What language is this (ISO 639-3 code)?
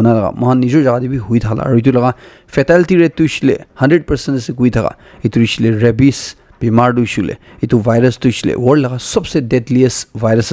nag